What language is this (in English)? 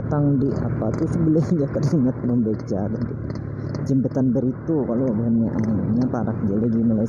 Banjar